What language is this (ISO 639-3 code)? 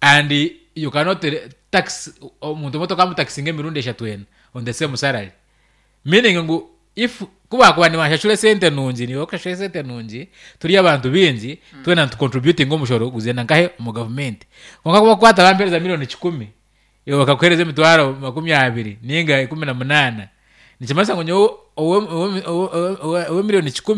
nyn